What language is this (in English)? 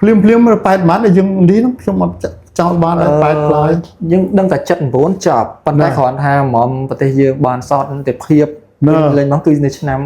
Khmer